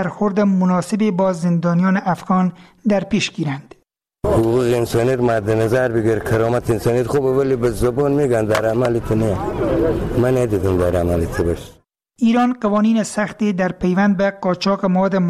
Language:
Persian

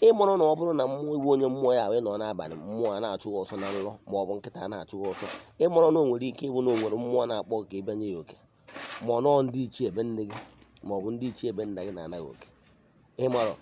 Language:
Igbo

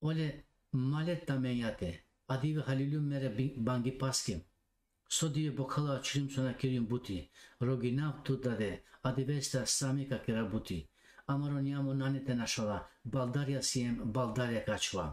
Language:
Balkan Romani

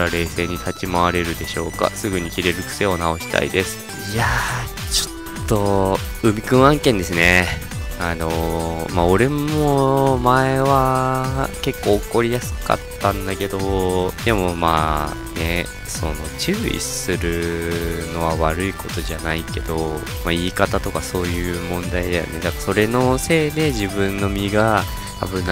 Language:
Japanese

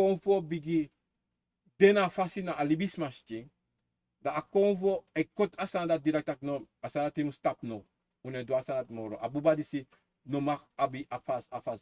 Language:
Sranan Tongo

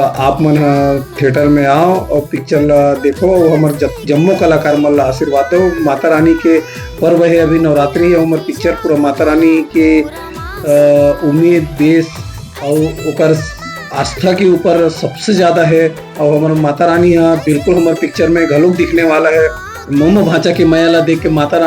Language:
Chhattisgarhi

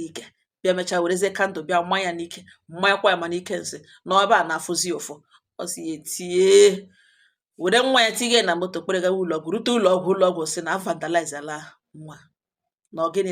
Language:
Igbo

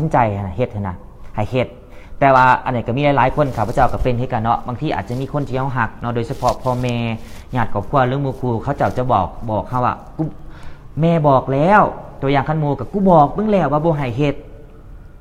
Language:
Lao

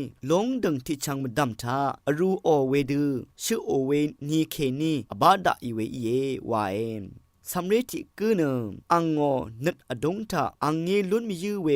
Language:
Rawang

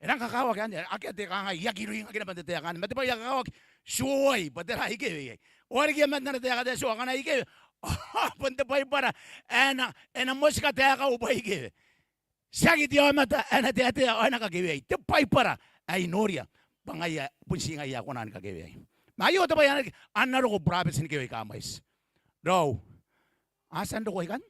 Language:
Gilbertese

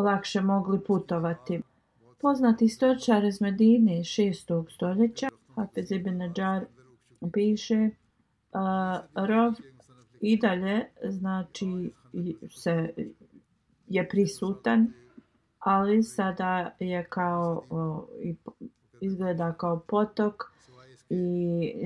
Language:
Bosnian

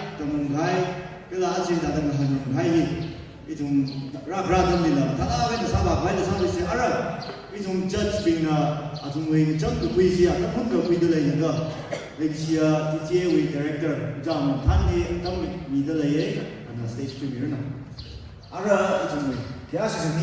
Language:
Tangkhul Naga (India)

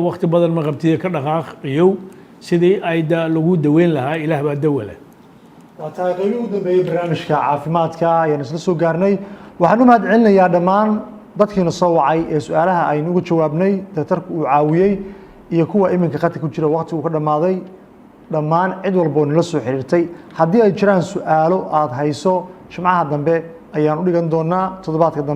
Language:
Somali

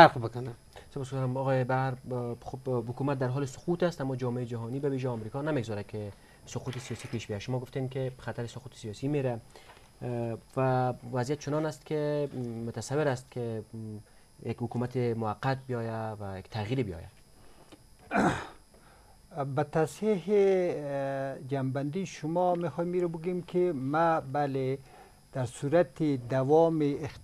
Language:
Persian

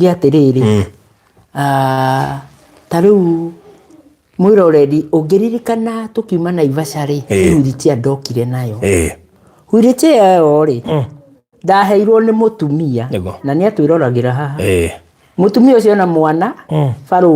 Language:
Kikuyu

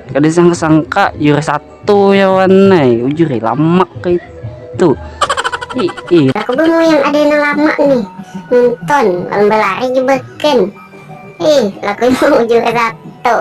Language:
Banjar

